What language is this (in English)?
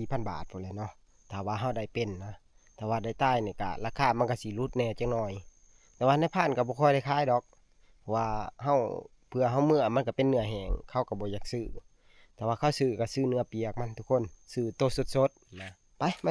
Northeastern Thai